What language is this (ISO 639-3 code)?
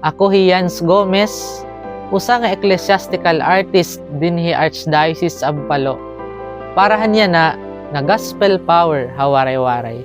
war